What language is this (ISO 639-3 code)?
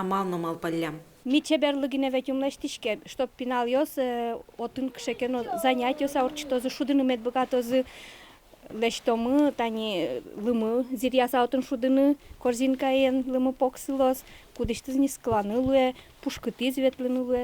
udm